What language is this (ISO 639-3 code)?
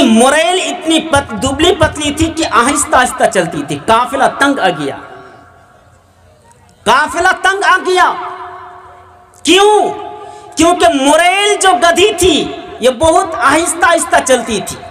urd